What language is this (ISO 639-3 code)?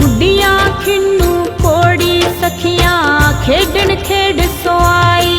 doi